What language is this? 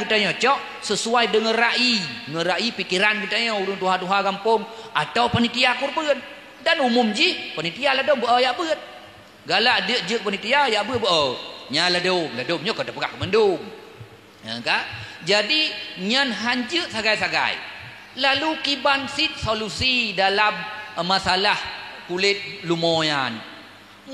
Achinese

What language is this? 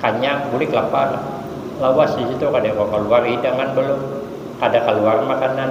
Banjar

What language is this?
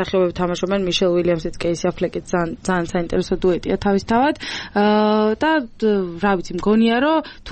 Georgian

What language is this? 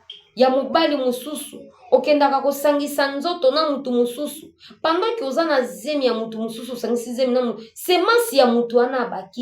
Lingala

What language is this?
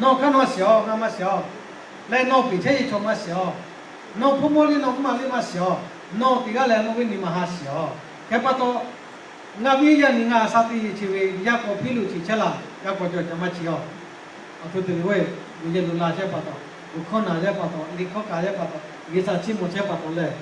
Lahu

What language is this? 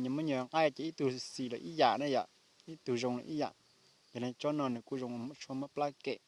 Hmong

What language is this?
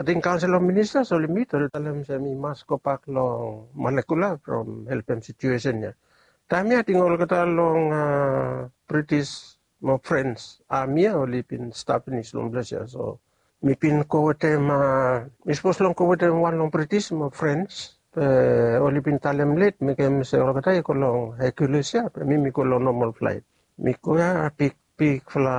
Bislama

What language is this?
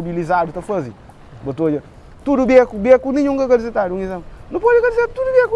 Kabuverdianu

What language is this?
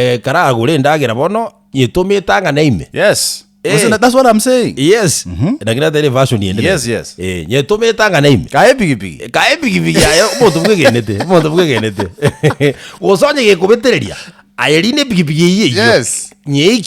Gusii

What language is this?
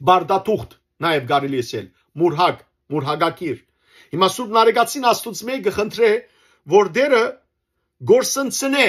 Western Armenian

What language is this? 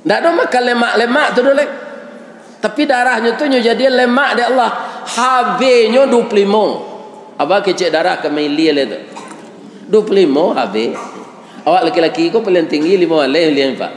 Minangkabau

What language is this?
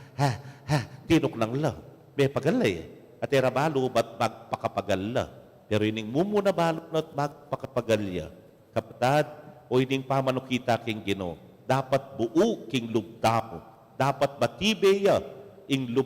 Pampanga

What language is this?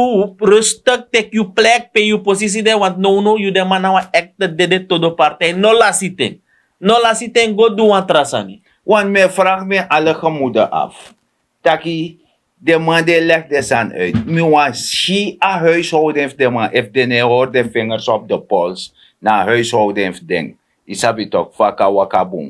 Sranan Tongo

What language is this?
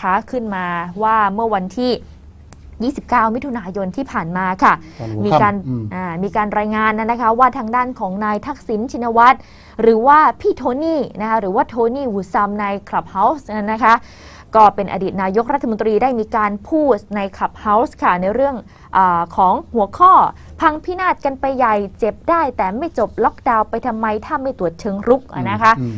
Thai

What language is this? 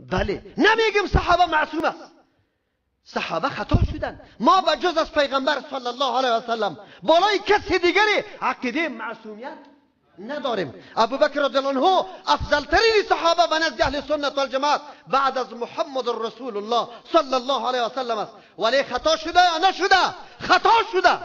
Persian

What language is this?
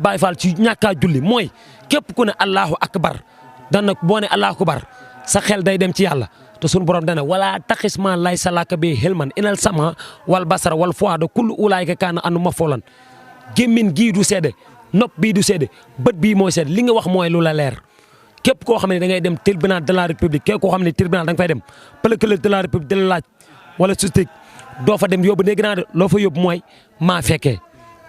Wolof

